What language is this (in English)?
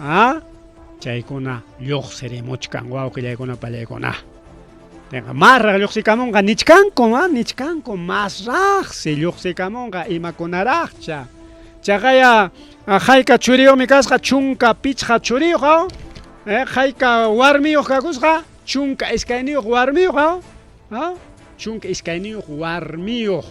Ayacucho Quechua